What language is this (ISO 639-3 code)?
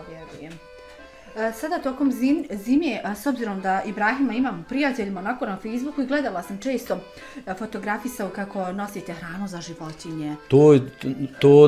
bos